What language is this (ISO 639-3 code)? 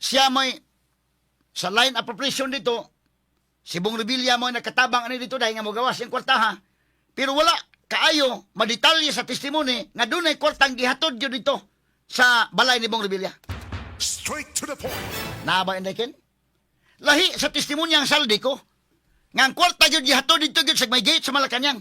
ceb